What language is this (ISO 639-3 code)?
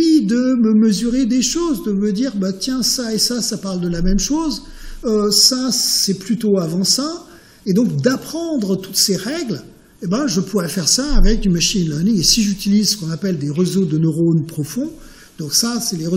fra